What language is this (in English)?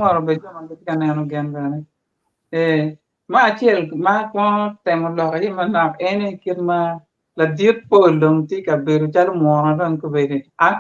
Acoli